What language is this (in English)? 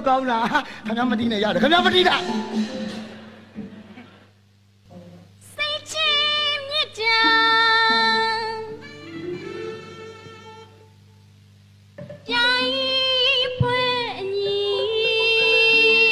Burmese